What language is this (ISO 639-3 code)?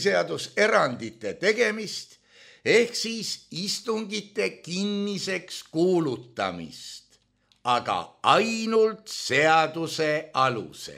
est